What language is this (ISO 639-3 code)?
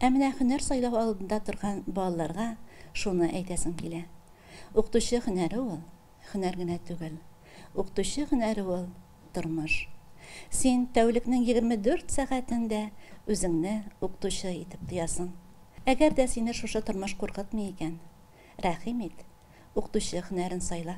tat